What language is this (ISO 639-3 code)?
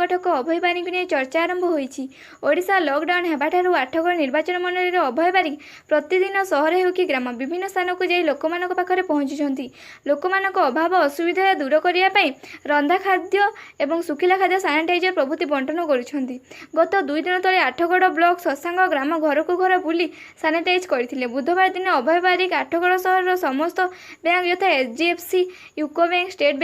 ori